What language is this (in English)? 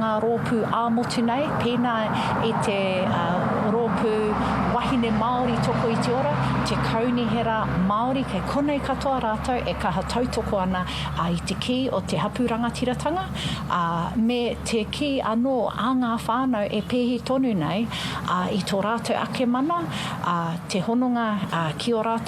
Māori